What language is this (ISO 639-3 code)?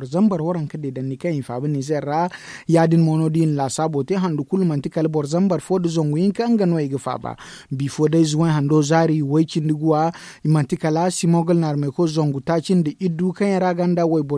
dje